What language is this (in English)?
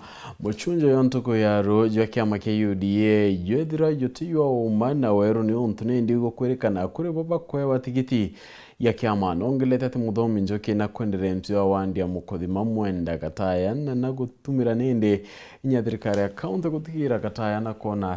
Meru